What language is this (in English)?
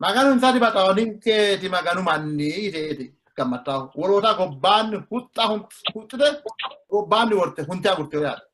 Sidamo